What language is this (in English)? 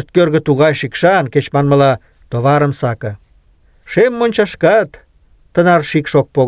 Mari